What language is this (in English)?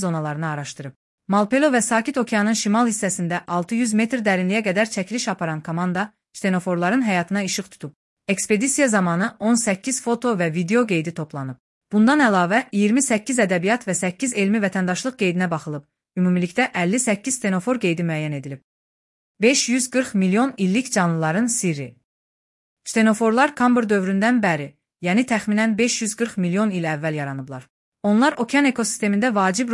Azerbaijani